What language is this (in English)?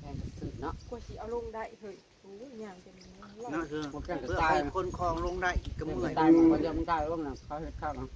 Northeastern Thai